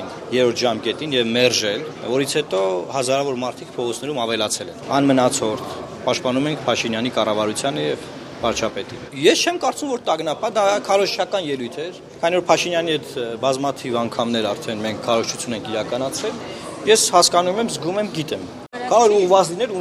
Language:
Armenian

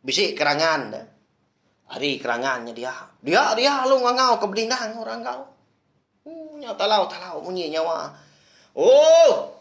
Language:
Iban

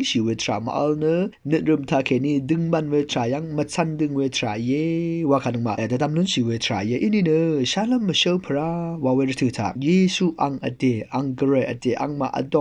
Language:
Rawang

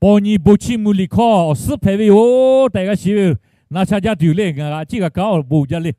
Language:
Lahu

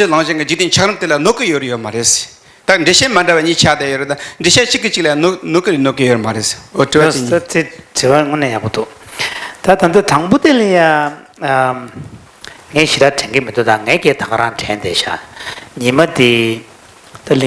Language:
Tibetan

